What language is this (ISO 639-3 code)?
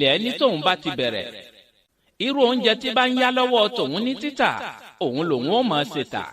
yor